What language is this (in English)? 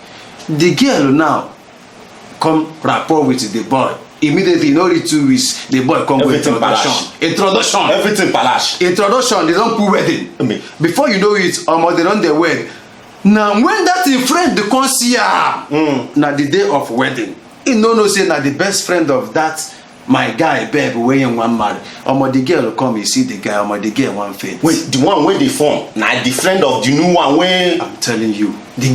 Nigerian Pidgin